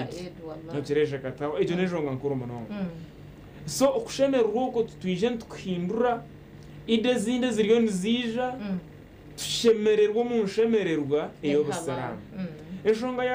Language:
Nyankole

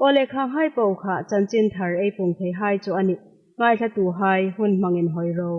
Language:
Hmar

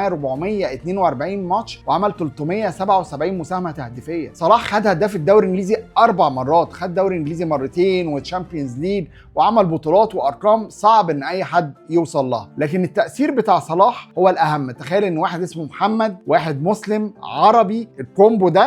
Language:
Egyptian Arabic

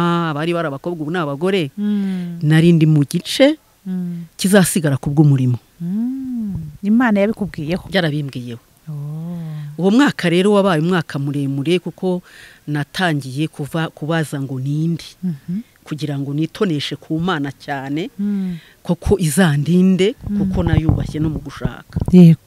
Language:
Kinyarwanda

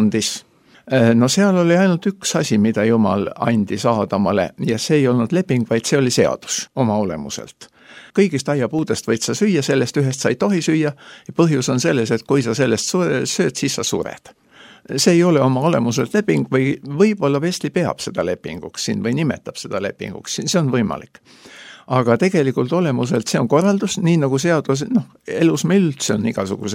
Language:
Estonian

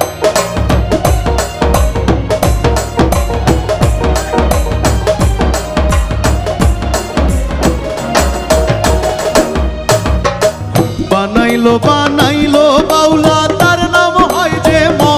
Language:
Bangla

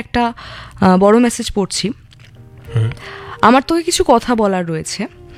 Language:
Bangla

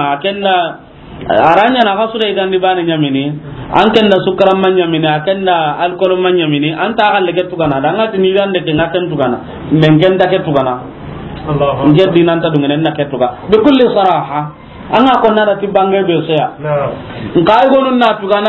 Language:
Soninke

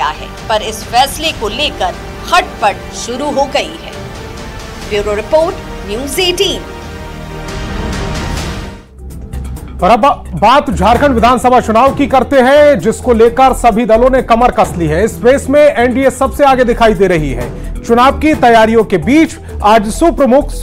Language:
Hindi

